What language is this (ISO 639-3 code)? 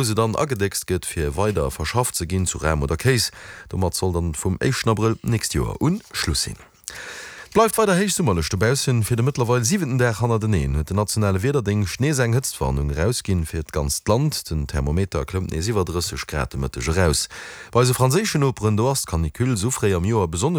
ltz